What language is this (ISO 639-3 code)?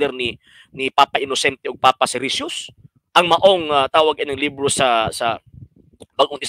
ceb